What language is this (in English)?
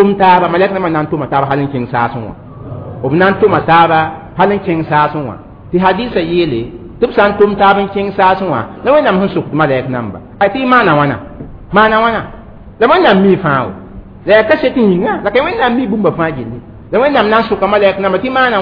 Mossi